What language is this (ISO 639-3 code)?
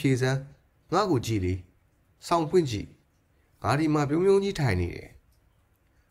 mya